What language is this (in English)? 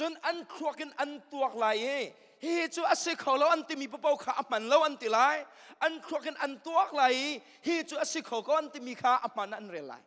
Hakha Chin